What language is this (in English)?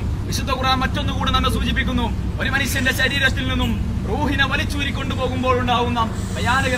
Malayalam